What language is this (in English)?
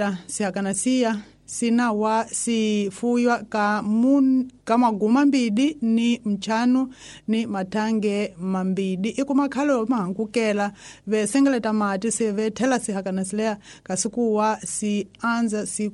Tsonga